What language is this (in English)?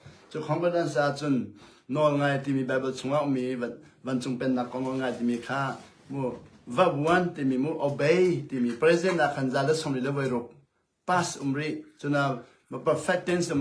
Hakha Chin